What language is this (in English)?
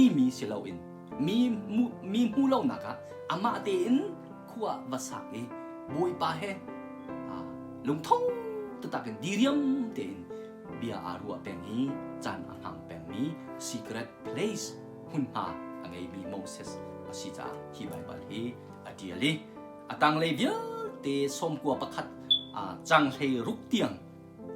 Hakha Chin